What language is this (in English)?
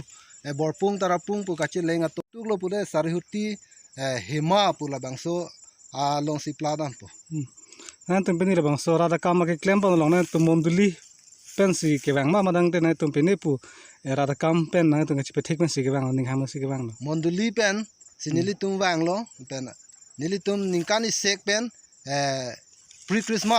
Karbi